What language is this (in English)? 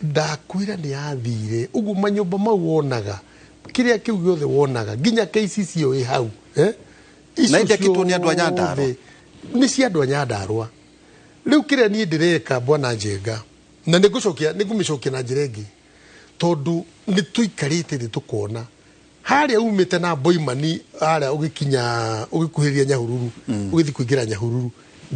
Kikuyu